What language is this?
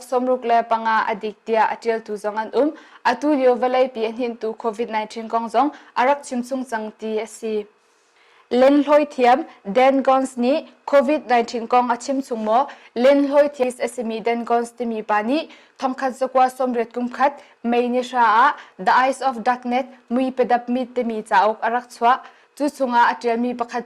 Hakha Chin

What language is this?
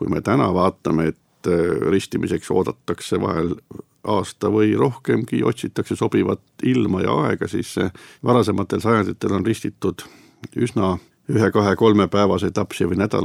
Estonian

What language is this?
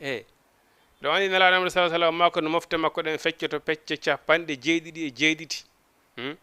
Fula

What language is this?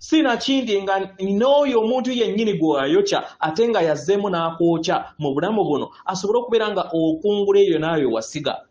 Ganda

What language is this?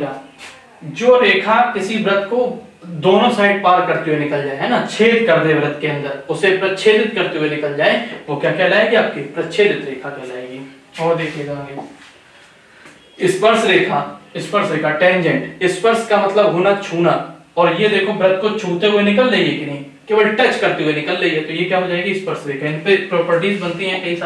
Hindi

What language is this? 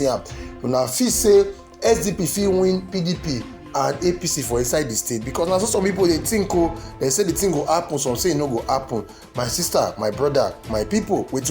Nigerian Pidgin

